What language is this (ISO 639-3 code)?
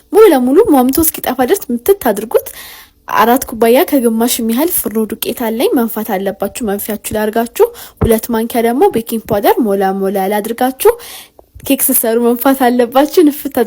amh